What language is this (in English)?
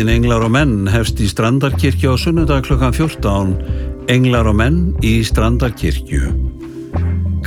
Icelandic